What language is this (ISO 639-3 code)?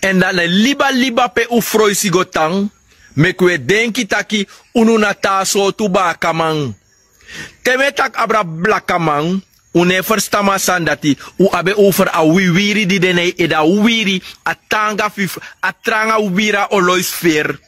srn